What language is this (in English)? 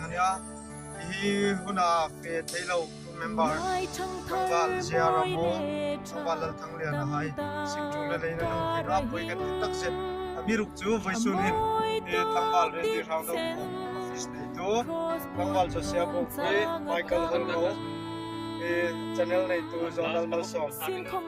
Hmar